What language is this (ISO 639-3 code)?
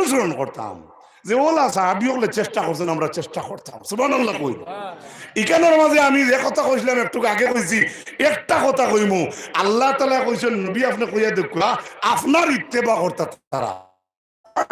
syl